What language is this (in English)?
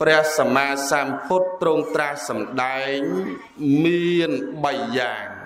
Khmer